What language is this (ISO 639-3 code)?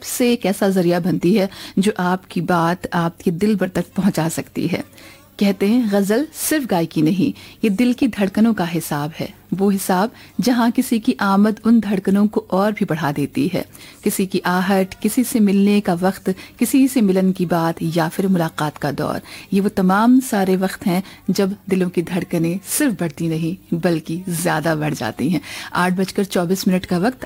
hin